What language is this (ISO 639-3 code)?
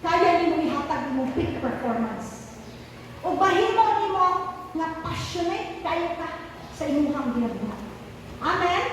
ceb